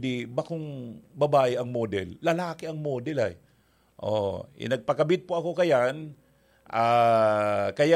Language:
Bikol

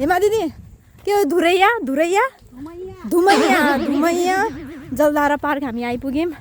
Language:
Nepali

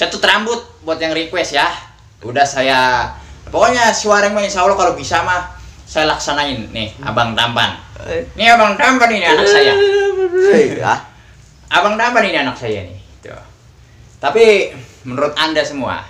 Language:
Betawi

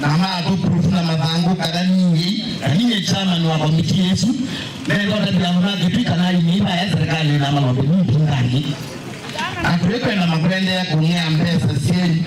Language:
Kamba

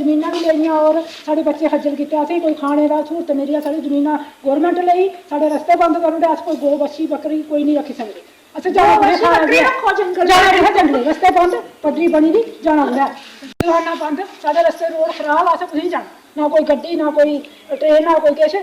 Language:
Dogri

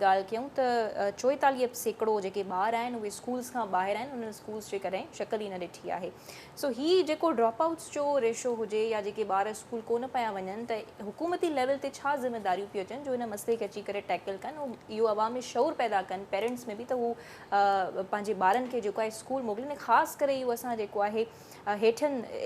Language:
Sindhi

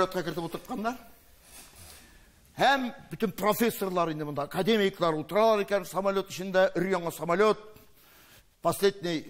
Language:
Tatar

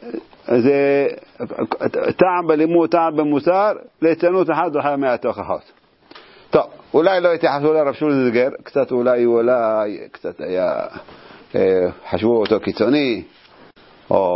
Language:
Hebrew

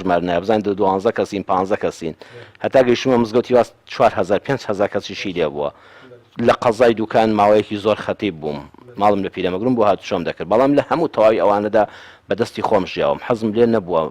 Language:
Central Kurdish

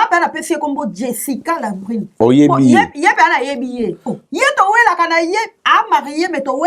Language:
Lingala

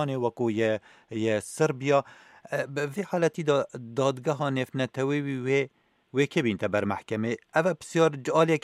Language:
Kurdish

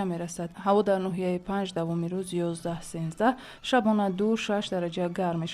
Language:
Tajik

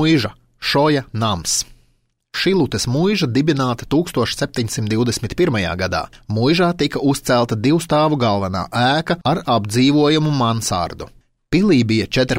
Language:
Latvian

